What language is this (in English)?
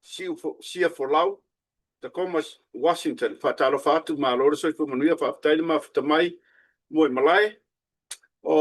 Samoan